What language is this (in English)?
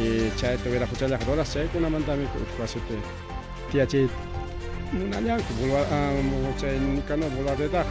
Ayacucho Quechua